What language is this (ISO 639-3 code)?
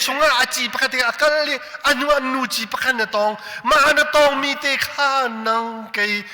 cnh